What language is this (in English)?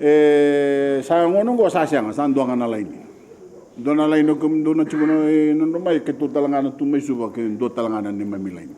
Fijian